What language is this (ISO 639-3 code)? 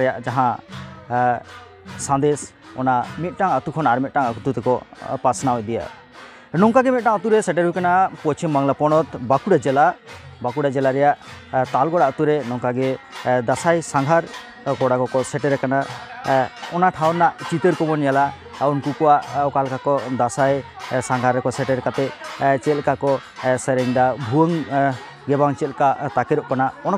sat